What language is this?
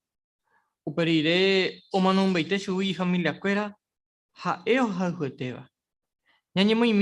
Guarani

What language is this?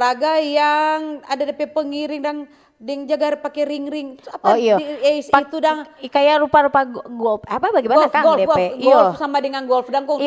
Manado Malay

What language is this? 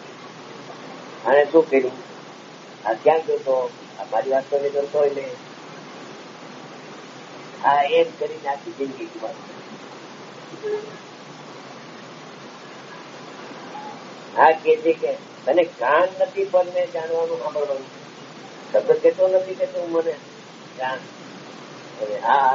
Gujarati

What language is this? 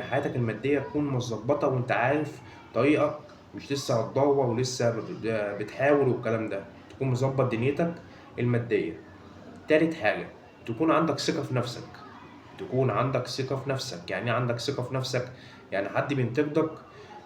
Egyptian Arabic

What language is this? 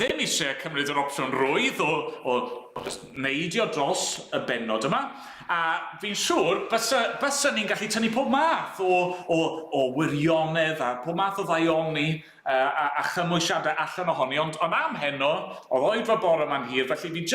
Welsh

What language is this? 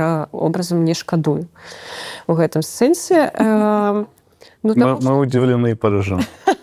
Belarusian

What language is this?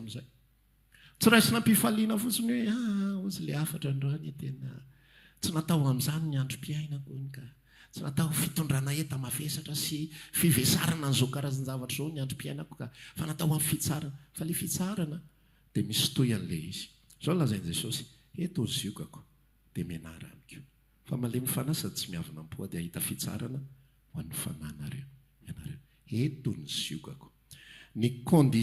Malagasy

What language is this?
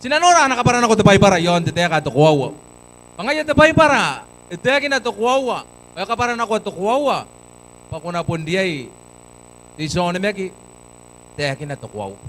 Gilbertese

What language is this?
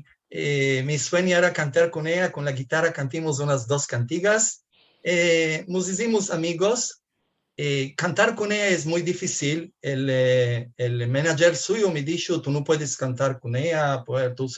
Ladino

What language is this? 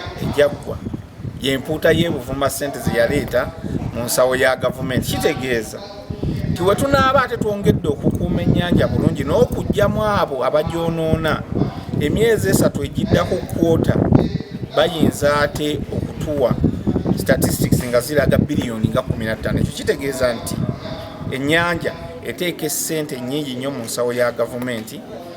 Ganda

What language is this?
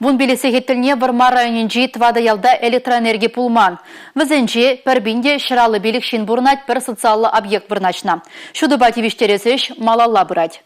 Chuvash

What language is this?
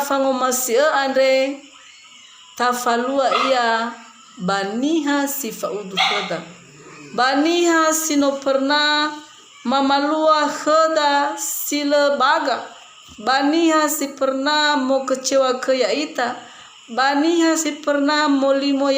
Nias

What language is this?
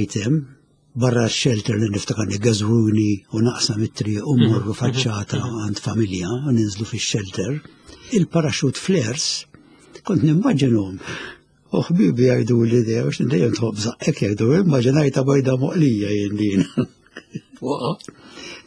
Maltese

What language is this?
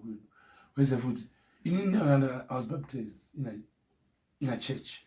Shona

